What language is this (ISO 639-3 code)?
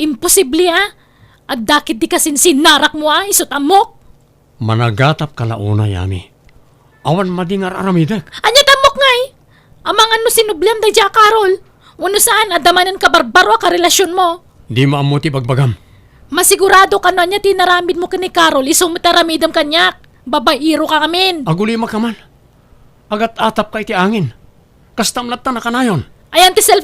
ilo